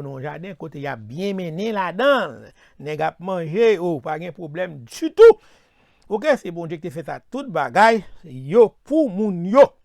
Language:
Haitian Creole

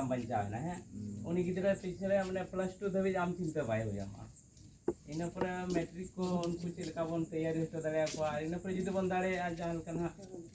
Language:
Santali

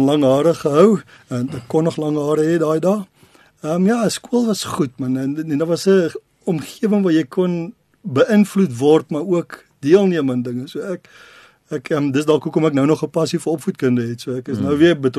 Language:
Afrikaans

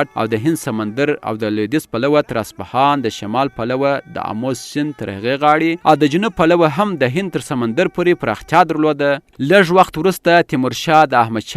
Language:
Pashto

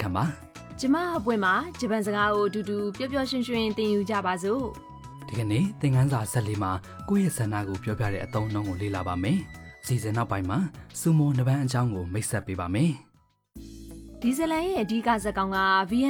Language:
Burmese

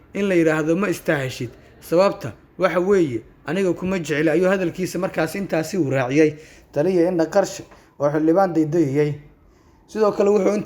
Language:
Somali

